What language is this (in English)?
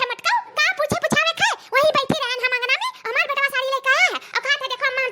Awadhi